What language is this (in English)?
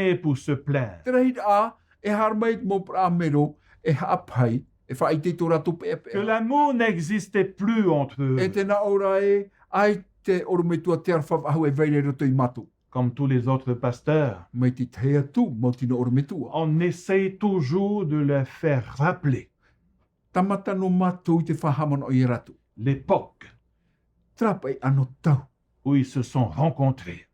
Tahitian